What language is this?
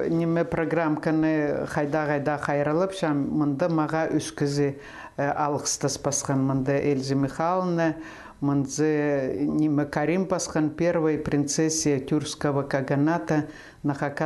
Khakas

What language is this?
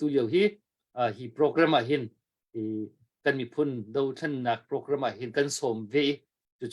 Hakha Chin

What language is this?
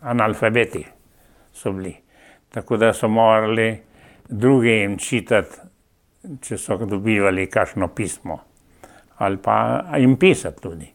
Slovenian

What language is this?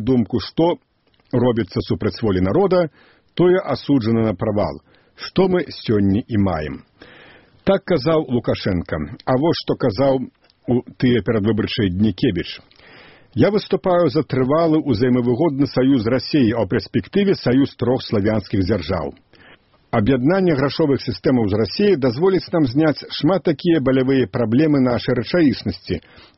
Belarusian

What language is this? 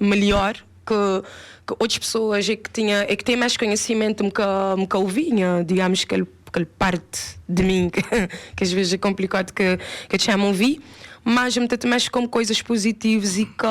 Kabuverdianu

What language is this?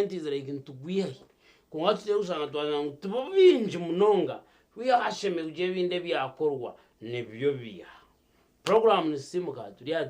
Nyankole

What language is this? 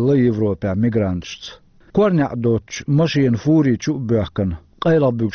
Chechen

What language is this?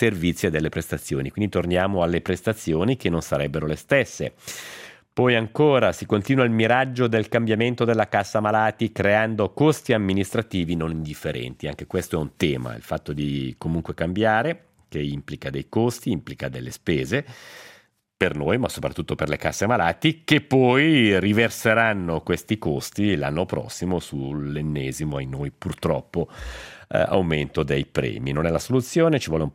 Italian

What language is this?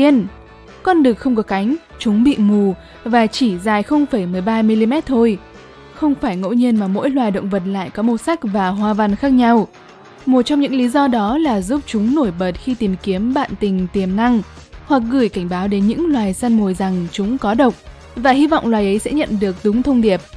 Vietnamese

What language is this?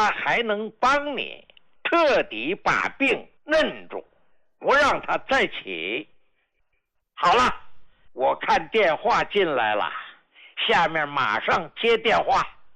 Chinese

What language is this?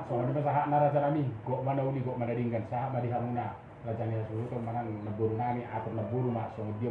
Batak Toba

